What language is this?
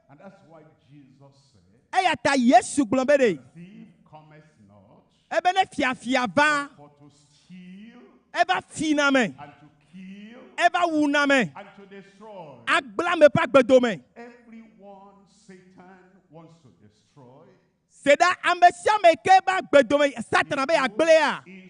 Ewe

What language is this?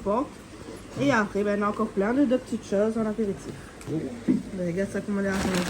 Réunion Creole French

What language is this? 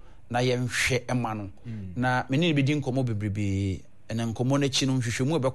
Akan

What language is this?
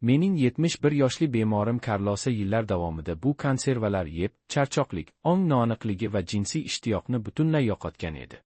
Uzbek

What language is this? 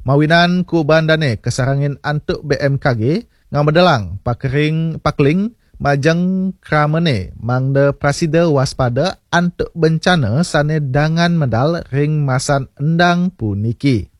Balinese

